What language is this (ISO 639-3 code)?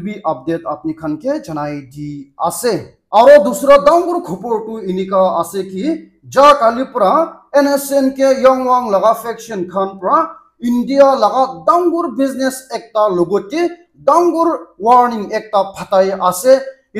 nag